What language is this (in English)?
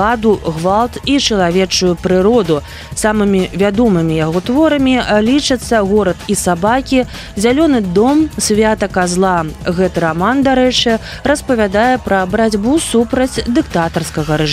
Belarusian